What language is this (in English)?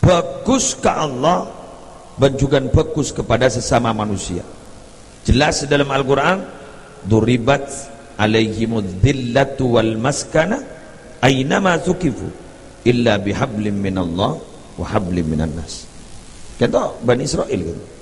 Madurese